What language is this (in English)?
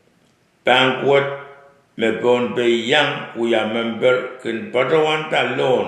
Pohnpeian